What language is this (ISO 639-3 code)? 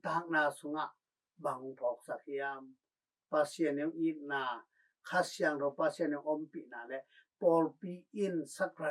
ctd